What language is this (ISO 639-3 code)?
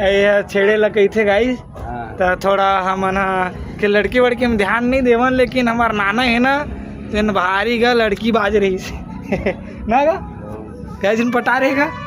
hne